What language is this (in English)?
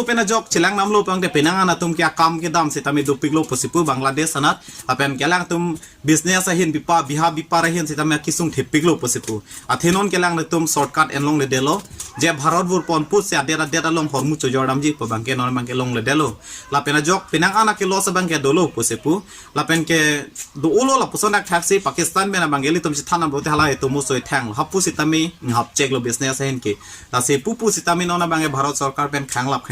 Karbi